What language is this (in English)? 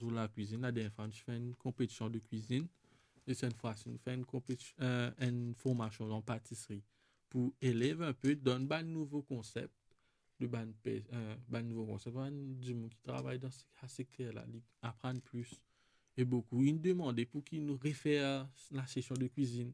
Morisyen